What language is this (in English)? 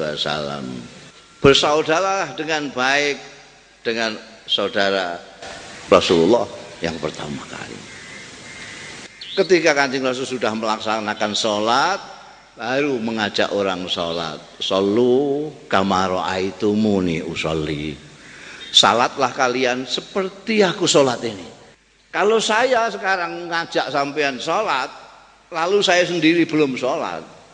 Indonesian